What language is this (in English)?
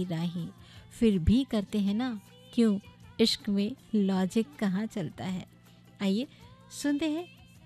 Hindi